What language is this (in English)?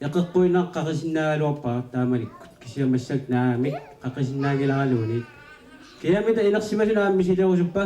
Kalaallisut